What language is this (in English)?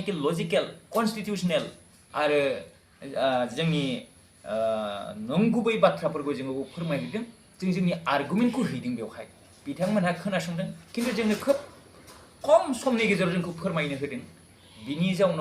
Bodo